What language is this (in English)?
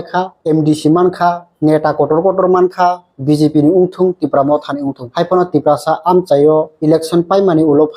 Kok Borok